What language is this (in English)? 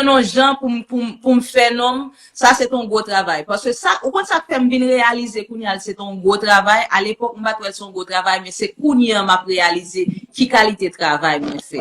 Haitian Creole